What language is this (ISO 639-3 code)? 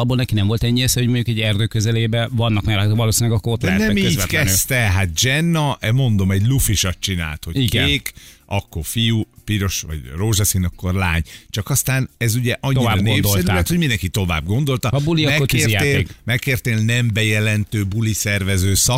hun